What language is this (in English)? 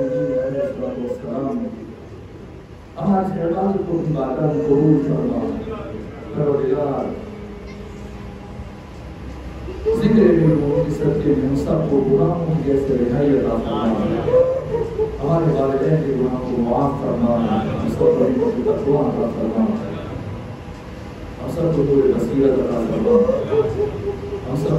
Urdu